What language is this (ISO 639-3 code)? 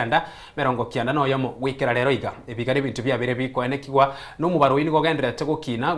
guz